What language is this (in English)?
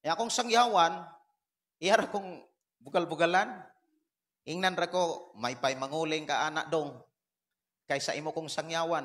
Cebuano